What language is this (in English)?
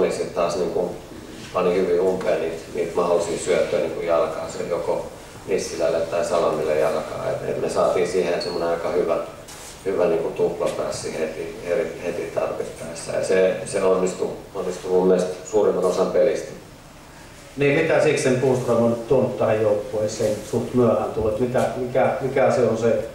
Finnish